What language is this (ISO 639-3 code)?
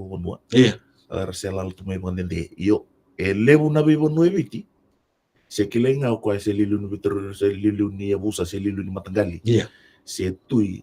fij